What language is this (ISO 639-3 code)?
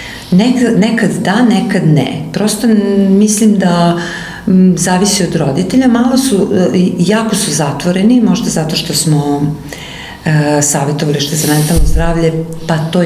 srp